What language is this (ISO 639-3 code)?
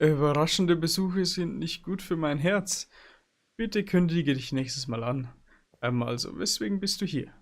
bar